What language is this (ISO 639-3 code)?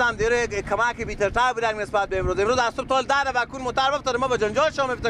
fas